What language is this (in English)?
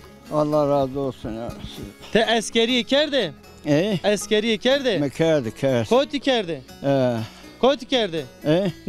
Zaza